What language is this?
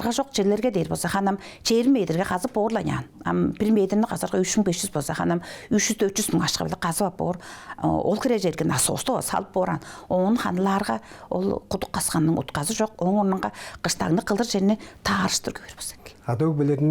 Tuvinian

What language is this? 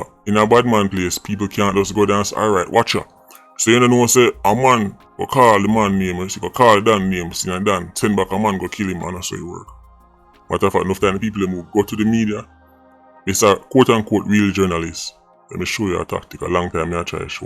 Jamaican Creole English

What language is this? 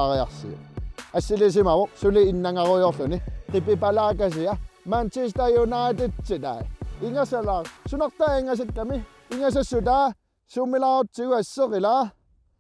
Kalaallisut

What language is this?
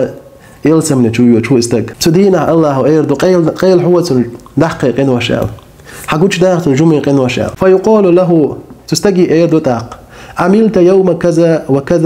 Chechen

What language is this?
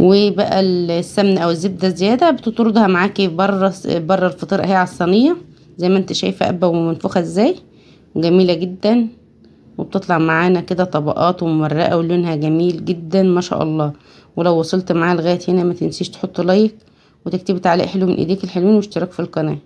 Egyptian Arabic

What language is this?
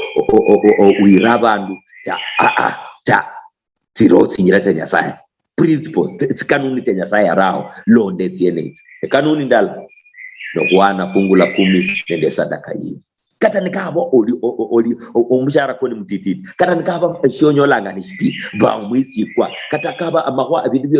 Luyia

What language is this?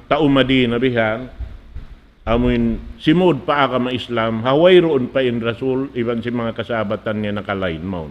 Tausug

